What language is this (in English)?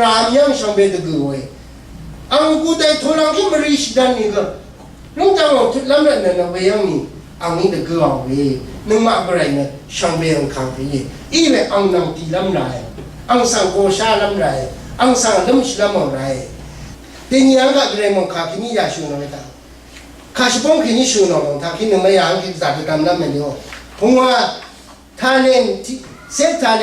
Rawang